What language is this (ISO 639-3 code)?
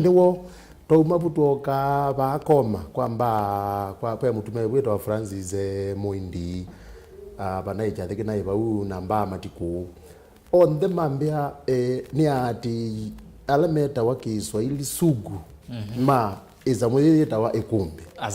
kam